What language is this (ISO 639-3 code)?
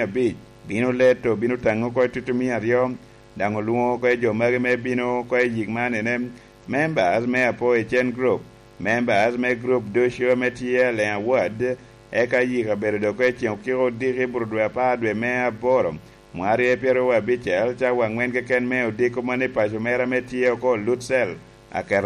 laj